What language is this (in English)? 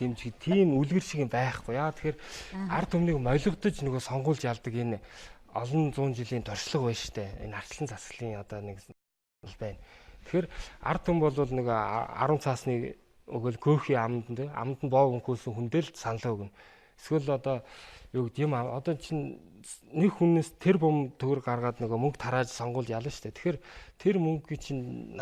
Mongolian